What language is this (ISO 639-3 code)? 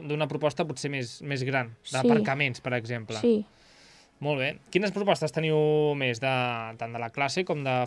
cat